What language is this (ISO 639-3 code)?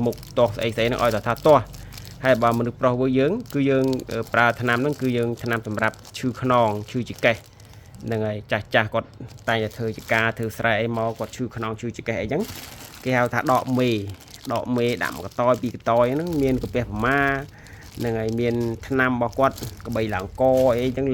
khm